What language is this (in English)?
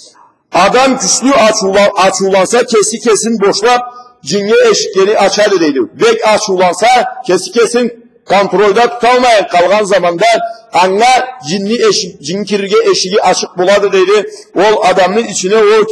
Karachay-Balkar